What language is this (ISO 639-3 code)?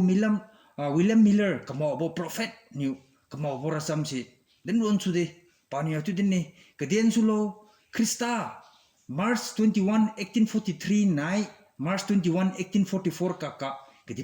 njn